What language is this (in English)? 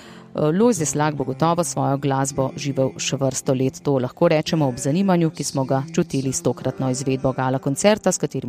Slovenian